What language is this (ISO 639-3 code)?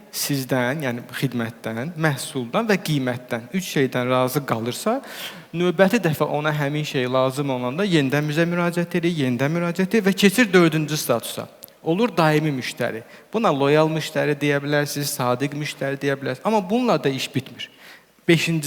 aze